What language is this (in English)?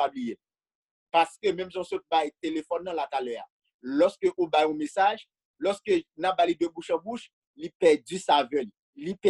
Haitian Creole